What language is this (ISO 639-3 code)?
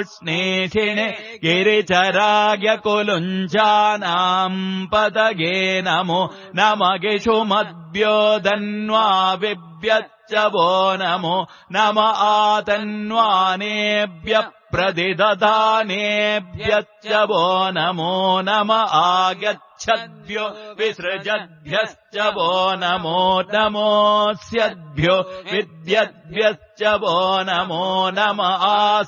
san